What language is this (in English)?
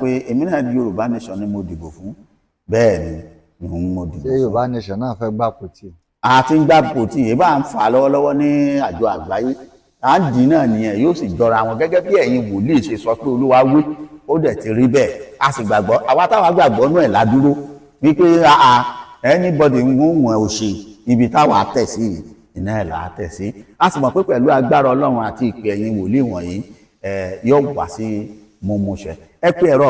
Yoruba